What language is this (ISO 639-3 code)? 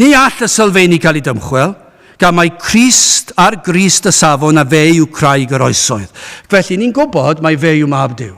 cym